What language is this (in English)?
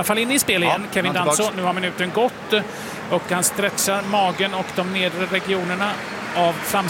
Swedish